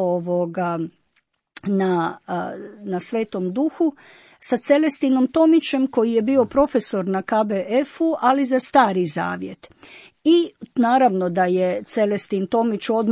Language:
Croatian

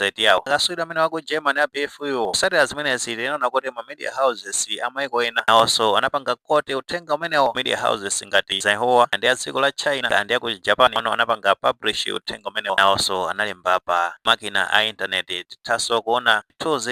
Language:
Nyanja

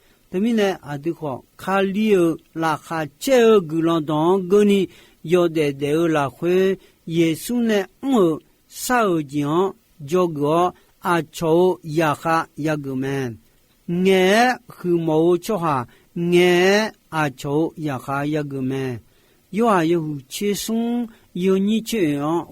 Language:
Akha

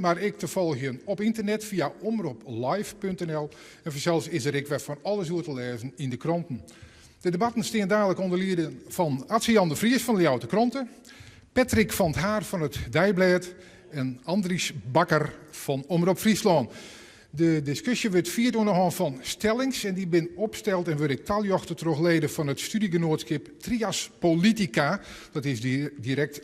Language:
Western Frisian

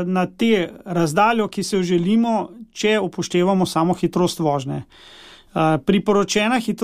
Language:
Slovenian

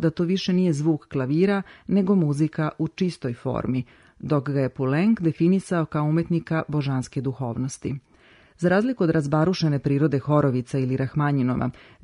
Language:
Serbian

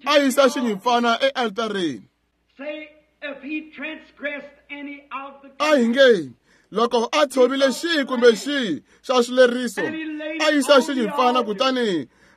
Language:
Tsonga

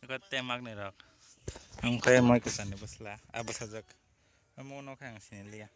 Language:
Kok Borok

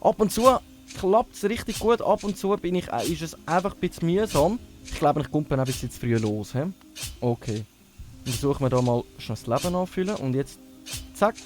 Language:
Swiss German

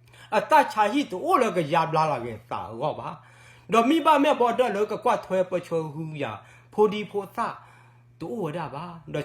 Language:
S'gaw Karen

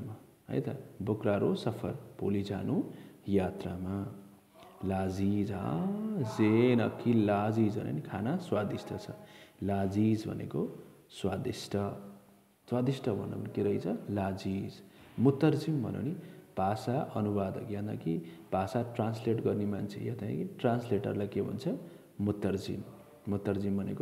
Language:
Nepali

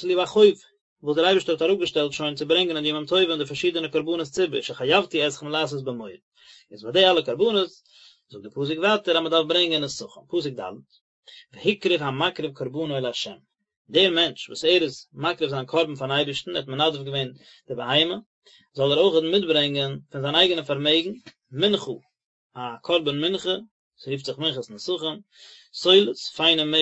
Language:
Yiddish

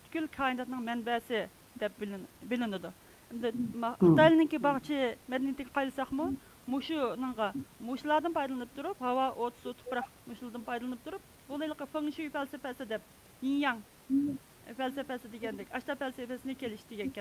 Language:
Uyghur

